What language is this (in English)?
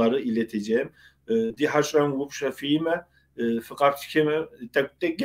Kabardian